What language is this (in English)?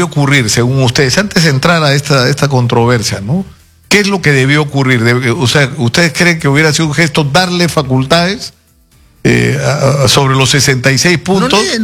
Spanish